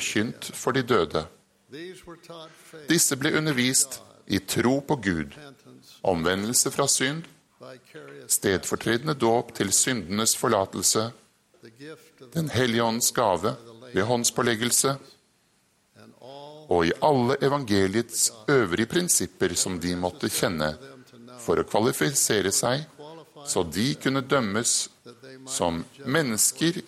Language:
Norwegian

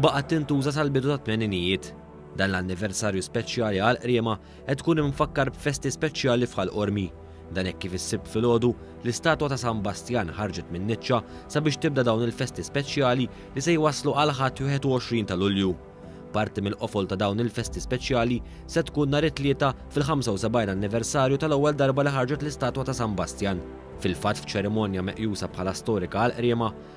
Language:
Maltese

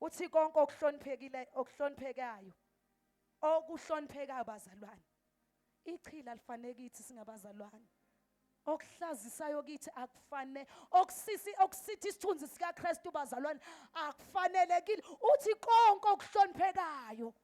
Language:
Zulu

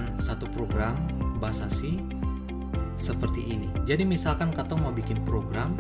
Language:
Ambonese Malay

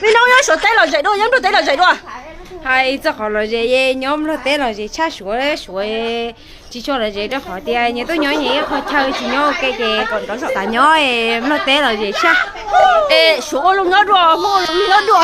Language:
Hmong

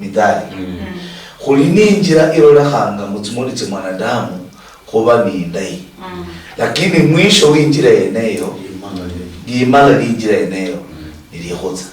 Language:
Luyia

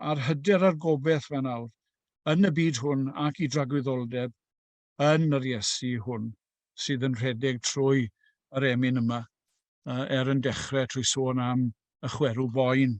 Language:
Welsh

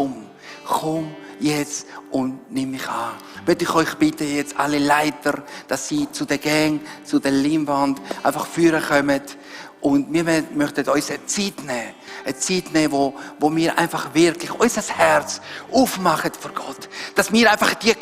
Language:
Swiss German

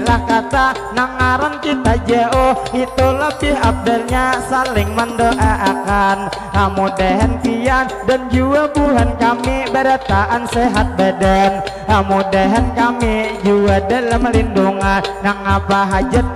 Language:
Banjar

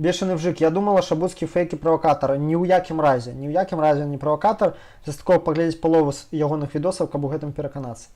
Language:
Belarusian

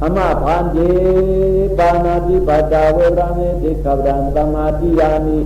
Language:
Shan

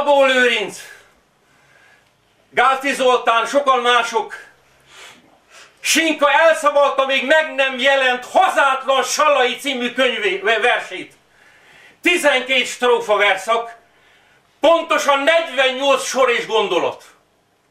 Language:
Hungarian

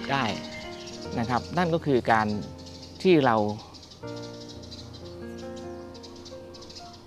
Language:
Thai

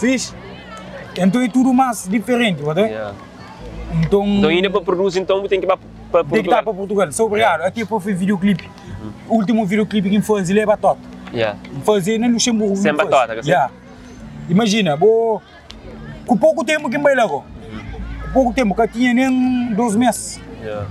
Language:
Kabuverdianu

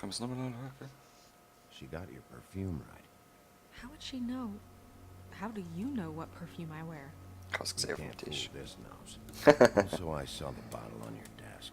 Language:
Swiss German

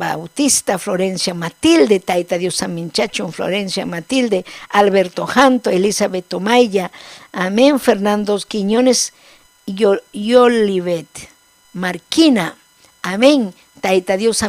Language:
Ayacucho Quechua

